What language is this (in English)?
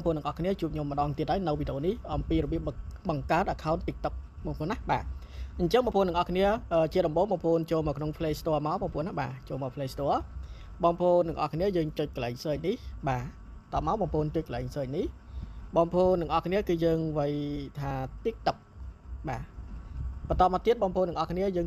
Khmer